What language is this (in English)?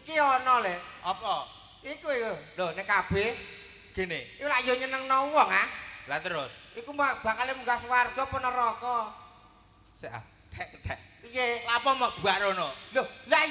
Javanese